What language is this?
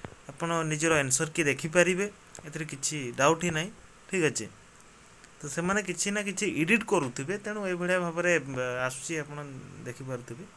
Odia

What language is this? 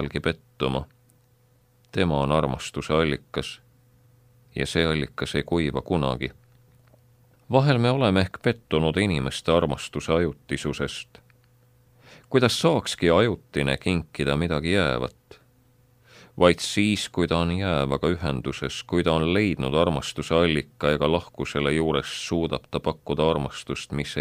Estonian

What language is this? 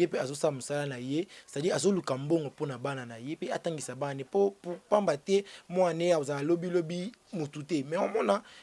Lingala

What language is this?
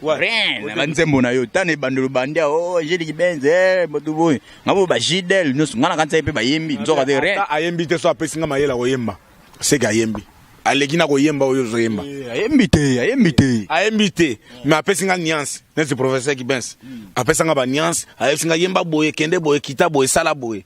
Lingala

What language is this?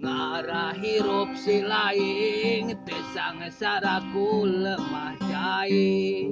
Sundanese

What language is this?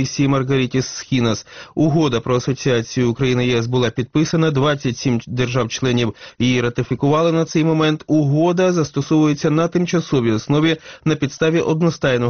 Ukrainian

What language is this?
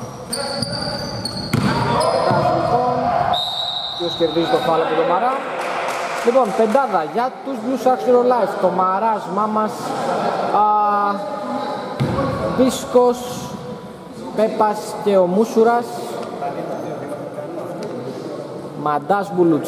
Greek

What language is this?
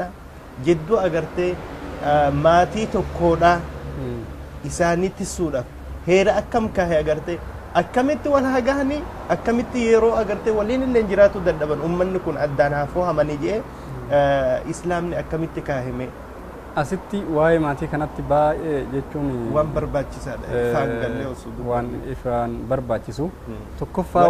Oromo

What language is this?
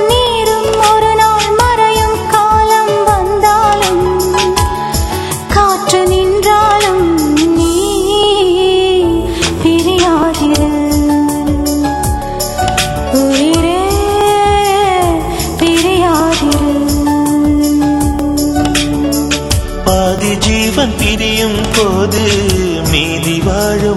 Tamil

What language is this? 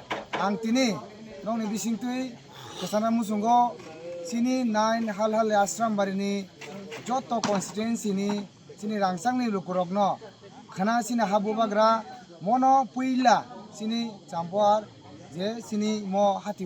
Kok Borok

